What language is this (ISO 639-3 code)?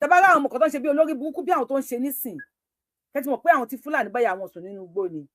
yor